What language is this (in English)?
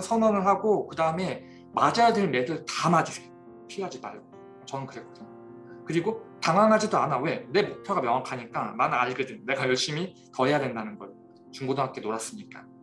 Korean